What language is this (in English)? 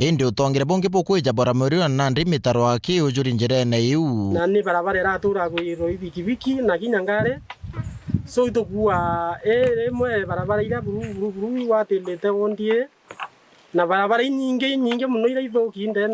Meru